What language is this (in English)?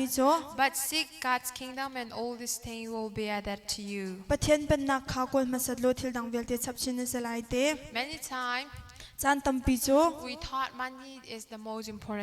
Hakha Chin